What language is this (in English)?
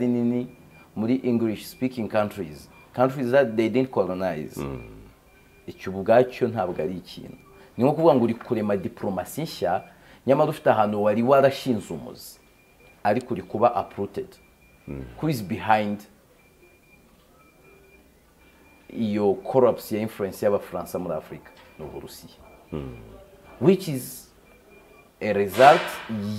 Kinyarwanda